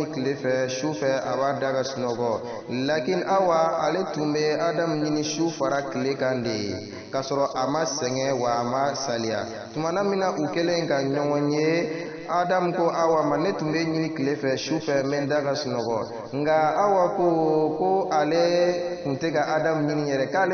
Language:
Bambara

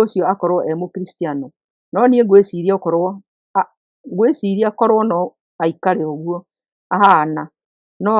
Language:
Kikuyu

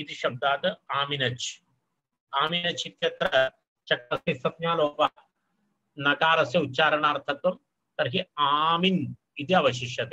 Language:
Sanskrit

